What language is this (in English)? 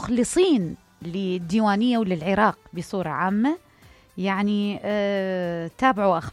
Mesopotamian Arabic